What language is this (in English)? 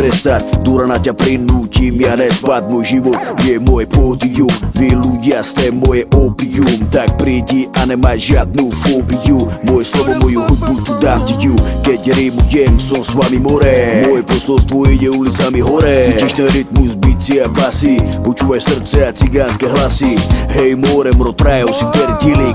Slovak